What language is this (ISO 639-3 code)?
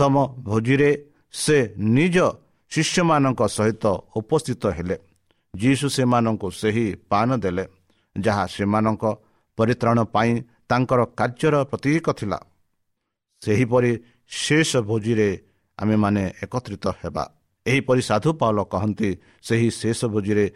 ori